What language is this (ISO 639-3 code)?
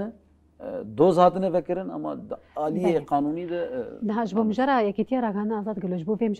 kur